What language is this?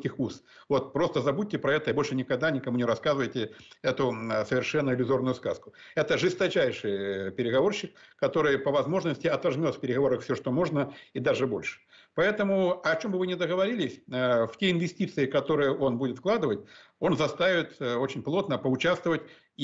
Russian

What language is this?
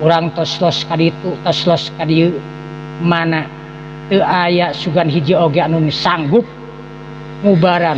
Sundanese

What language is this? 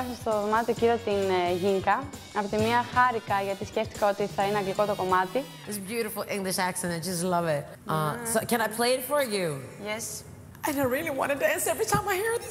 Greek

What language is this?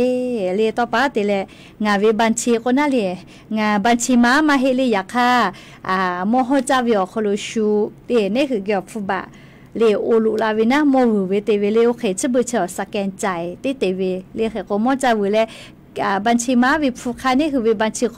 Lahu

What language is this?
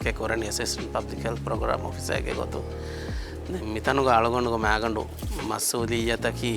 Divehi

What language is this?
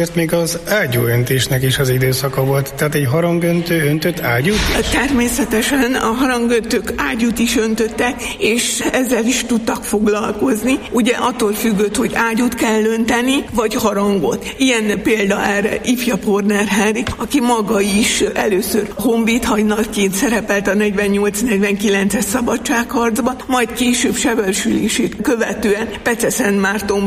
Hungarian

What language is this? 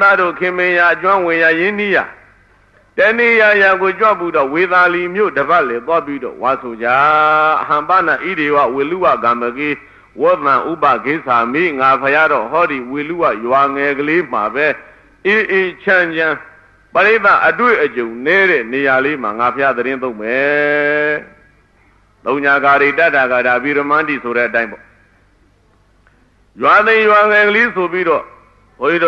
Burmese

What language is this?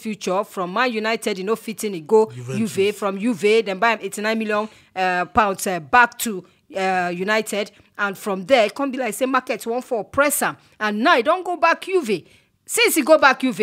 Nigerian Pidgin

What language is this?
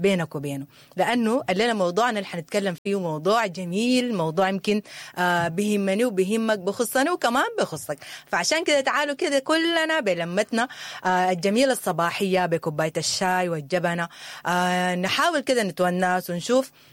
Sudanese Arabic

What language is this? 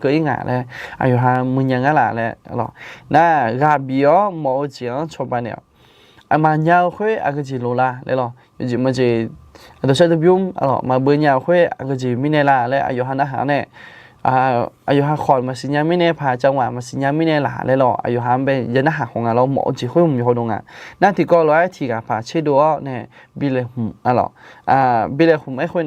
Akha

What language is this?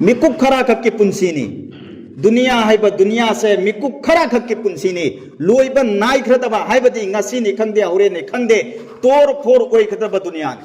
Manipuri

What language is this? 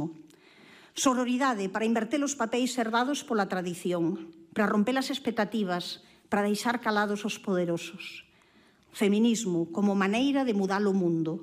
Galician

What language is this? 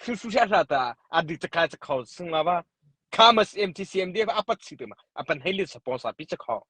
Mara Chin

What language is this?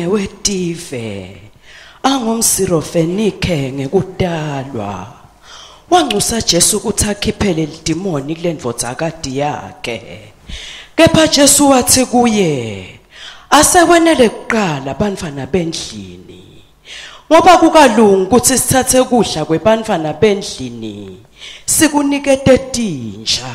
Swati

